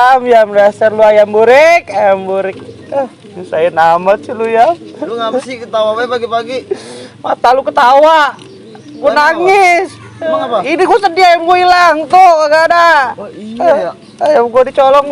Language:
Betawi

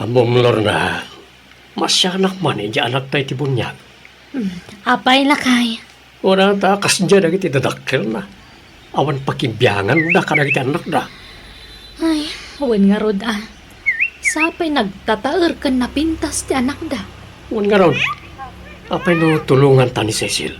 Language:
Iloko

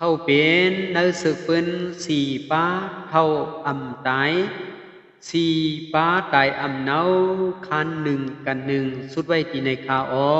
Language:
Shan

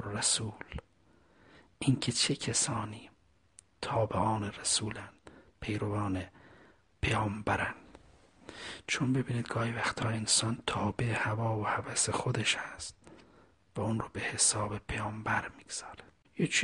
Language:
Persian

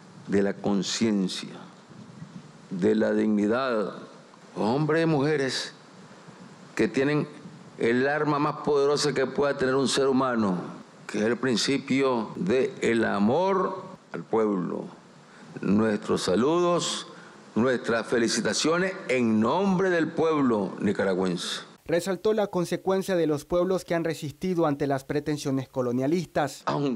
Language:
Spanish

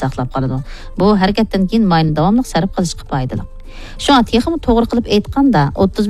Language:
Uyghur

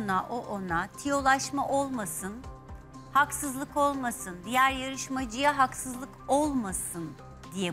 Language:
Turkish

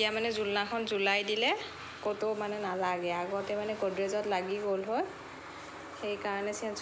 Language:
Assamese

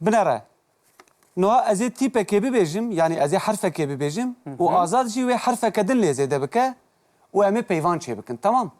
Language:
Kurdish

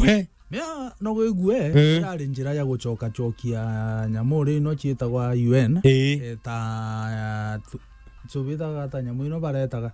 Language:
Meru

